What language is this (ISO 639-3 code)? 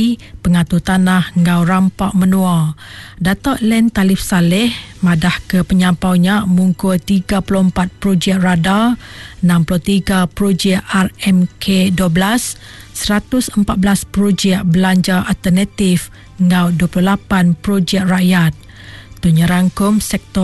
iba